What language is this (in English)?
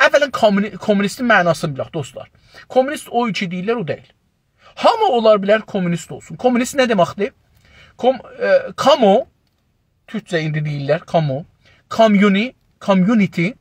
South Azerbaijani